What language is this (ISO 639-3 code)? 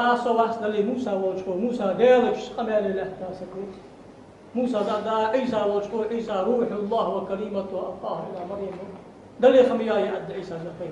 inh